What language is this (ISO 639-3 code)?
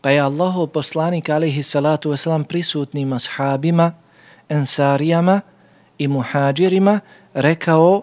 bos